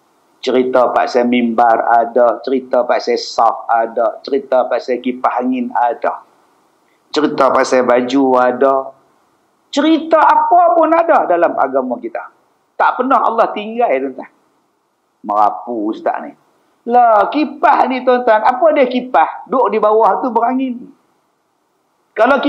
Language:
Malay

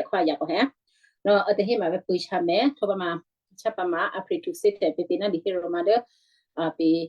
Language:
Western Kayah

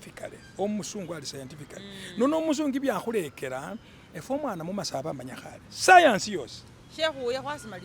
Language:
Masaaba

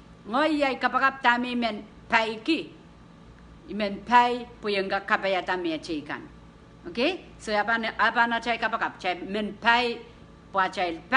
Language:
Pohnpeian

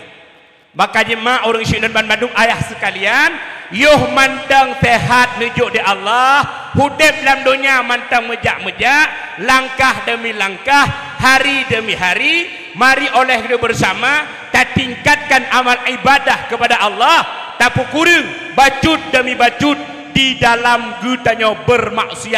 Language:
Achinese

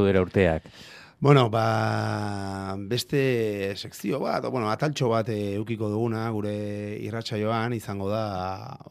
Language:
Basque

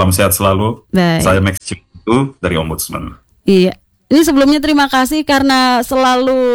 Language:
Indonesian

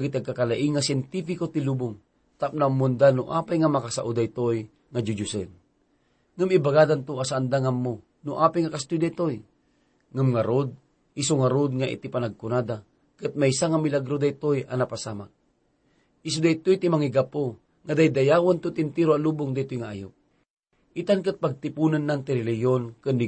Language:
Iloko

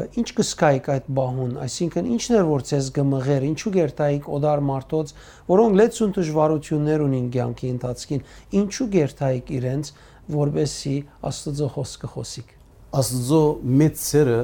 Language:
Western Armenian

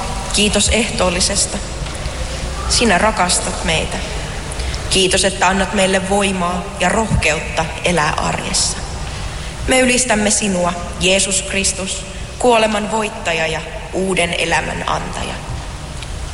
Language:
Finnish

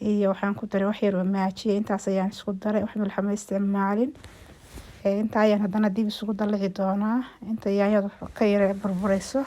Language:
Somali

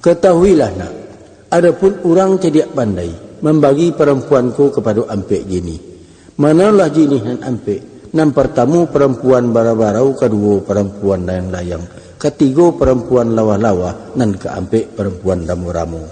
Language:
Minangkabau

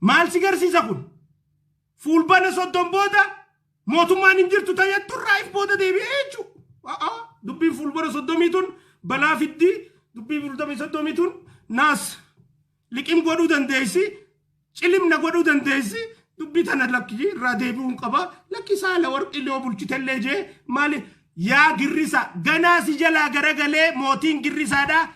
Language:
Oromo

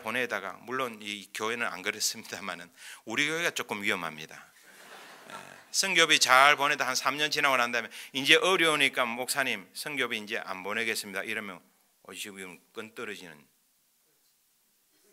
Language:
Korean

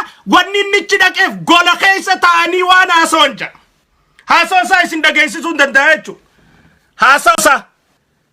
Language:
Oromo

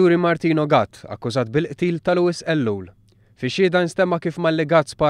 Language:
Maltese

